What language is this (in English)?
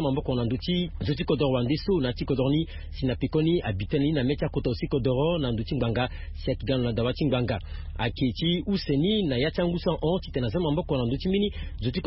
Sango